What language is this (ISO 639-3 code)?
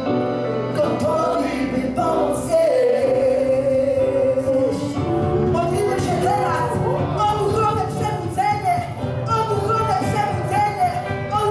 pol